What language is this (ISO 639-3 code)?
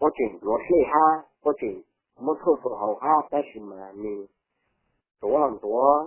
hmn